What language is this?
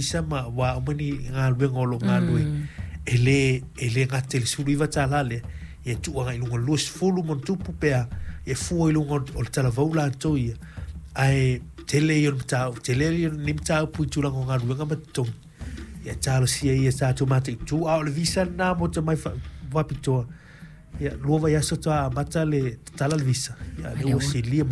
Samoan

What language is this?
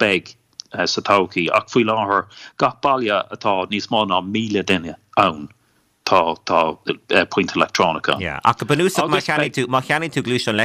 Irish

